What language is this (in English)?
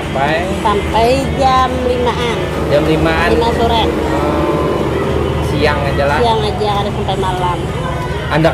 Banjar